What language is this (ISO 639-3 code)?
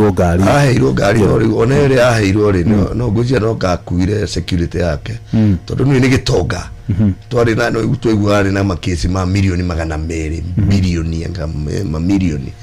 kik